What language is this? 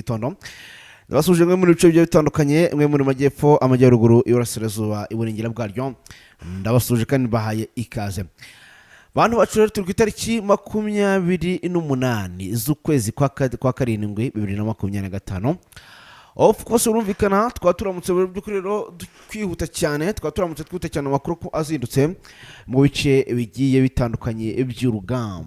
Kinyarwanda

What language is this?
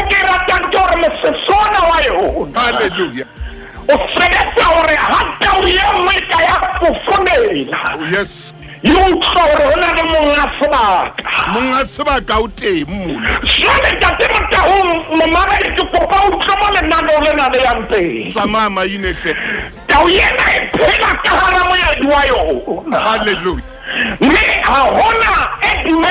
Southern Sotho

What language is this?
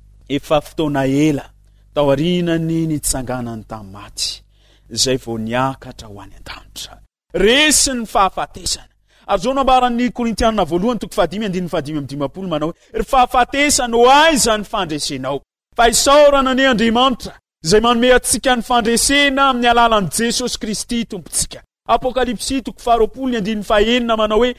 Malagasy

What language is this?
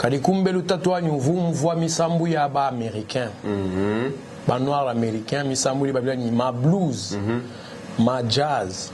Luba-Lulua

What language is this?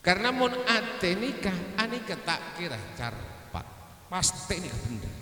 Madurese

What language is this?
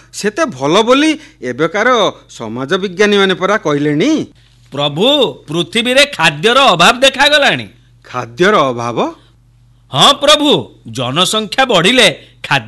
Odia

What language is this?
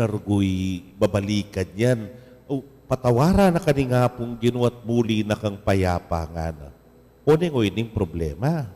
Pampanga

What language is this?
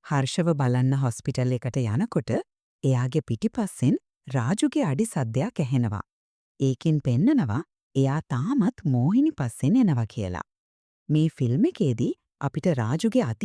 Sinhala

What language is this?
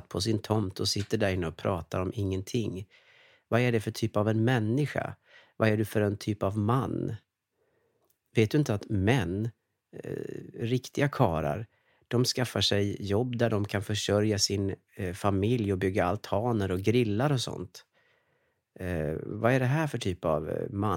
Swedish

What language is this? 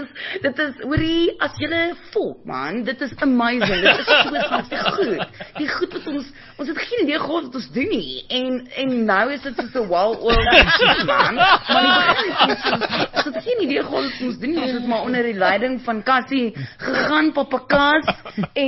Afrikaans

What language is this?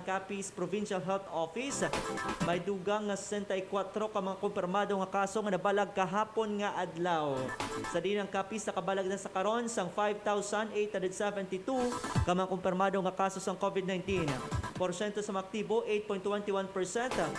Hiligaynon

